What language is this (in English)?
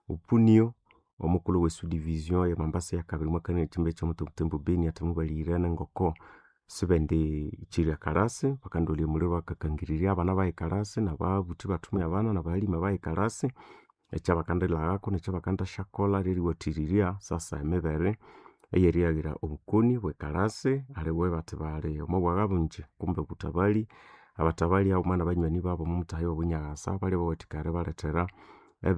Nande